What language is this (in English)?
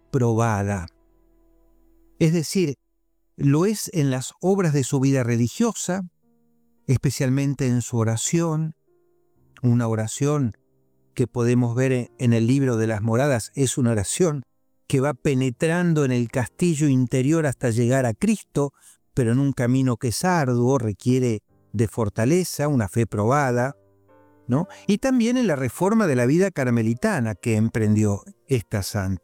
Spanish